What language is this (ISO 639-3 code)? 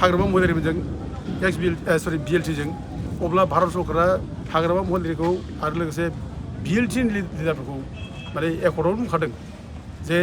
brx